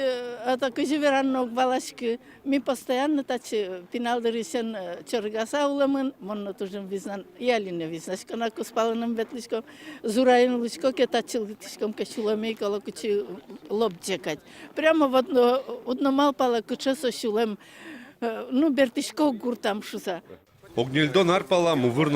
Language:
Udmurt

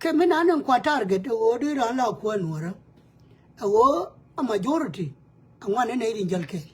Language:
Nuer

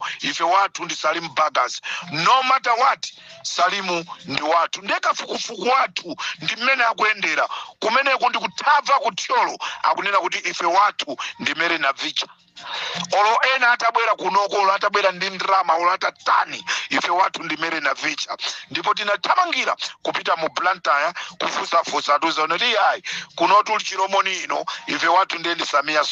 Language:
Nyanja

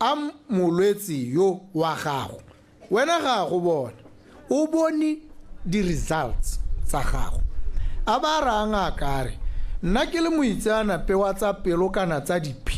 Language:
Tswana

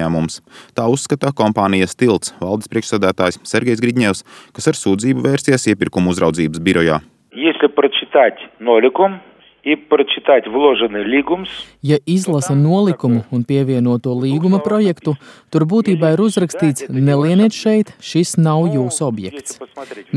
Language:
Latvian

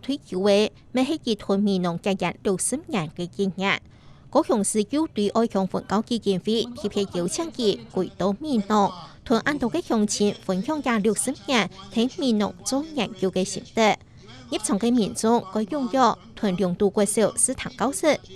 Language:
Hakka Chinese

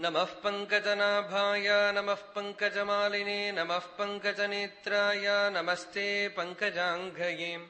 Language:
Sanskrit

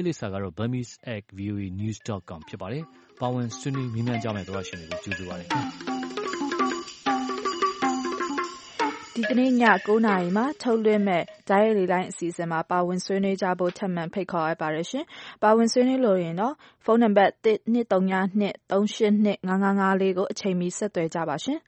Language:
Burmese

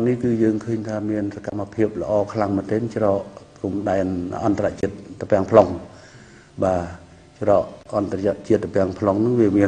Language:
Khmer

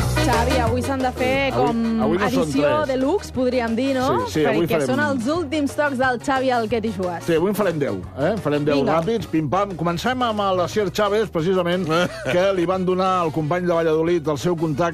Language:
Catalan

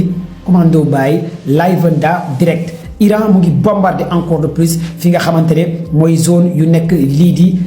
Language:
Wolof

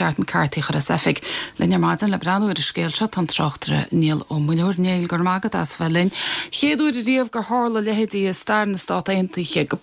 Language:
Irish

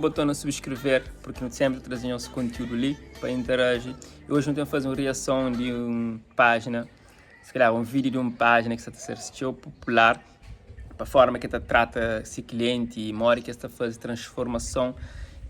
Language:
Kabuverdianu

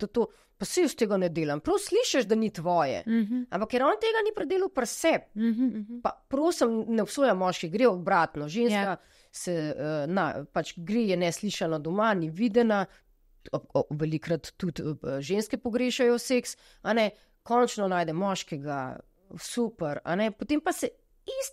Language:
Slovenian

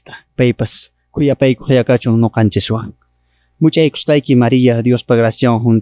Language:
Quechua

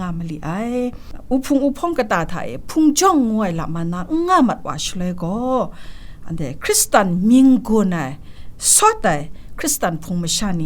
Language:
Kachin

